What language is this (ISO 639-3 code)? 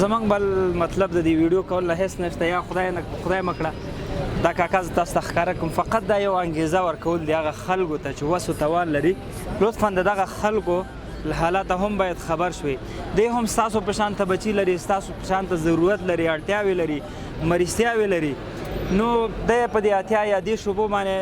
pus